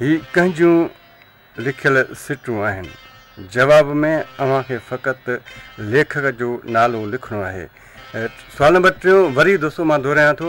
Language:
Sindhi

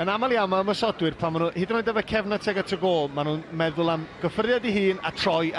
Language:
Welsh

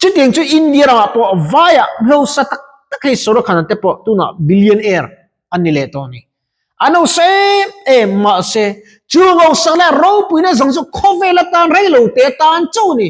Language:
Mizo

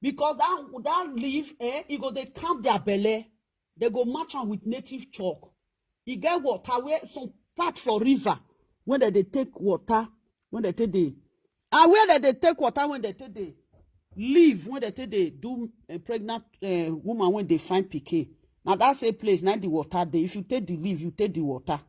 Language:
Nigerian Pidgin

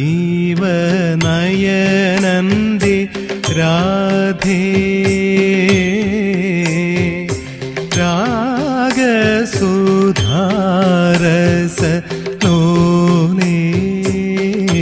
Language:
Malayalam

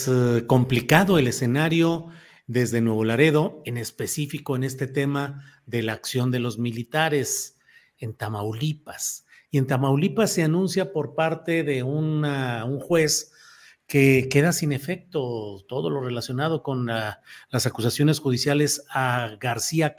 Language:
Spanish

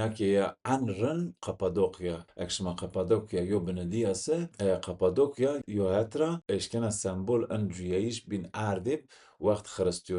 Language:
Zaza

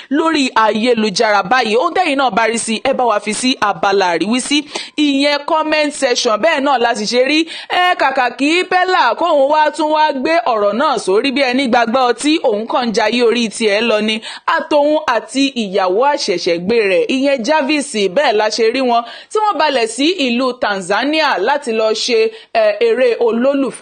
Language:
Yoruba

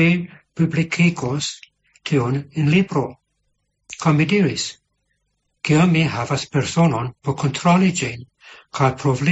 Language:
Esperanto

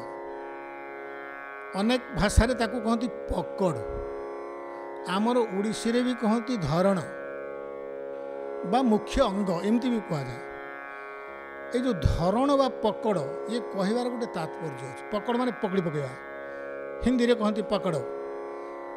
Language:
Odia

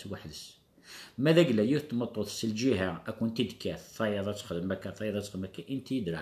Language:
Kabyle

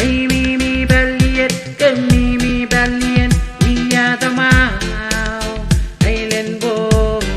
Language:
Pohnpeian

